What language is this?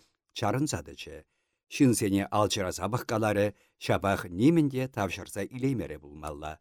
Chuvash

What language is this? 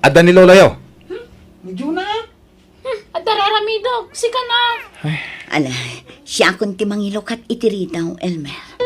Iloko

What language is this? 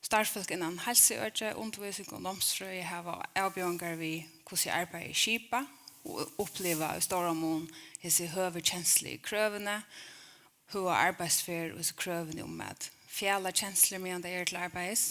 Faroese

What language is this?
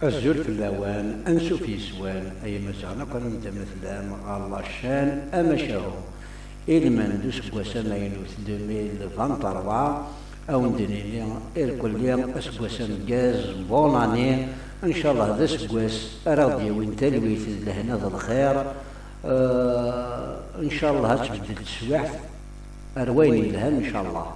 Kabyle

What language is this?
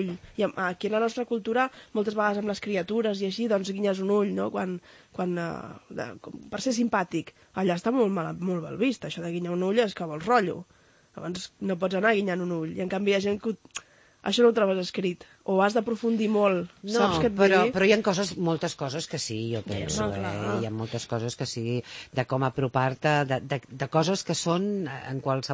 Catalan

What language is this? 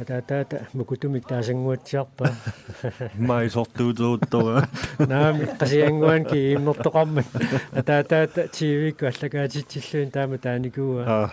Kalaallisut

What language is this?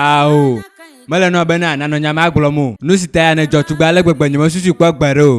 Ewe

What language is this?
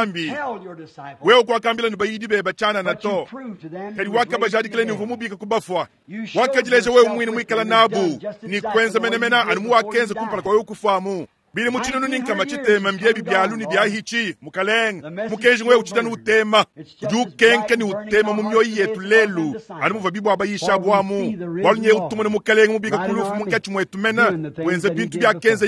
Luba-Lulua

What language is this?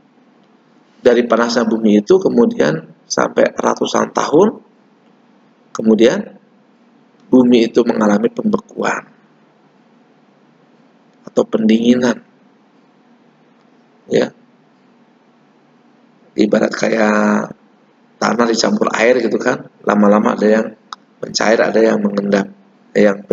Indonesian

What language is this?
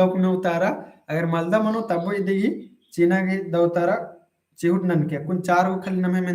Kurukh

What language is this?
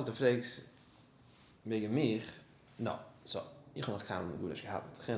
Yiddish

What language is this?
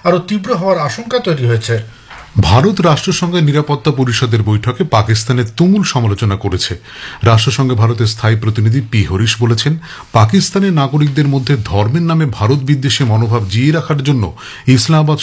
Bangla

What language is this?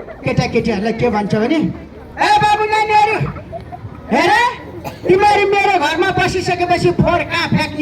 Nepali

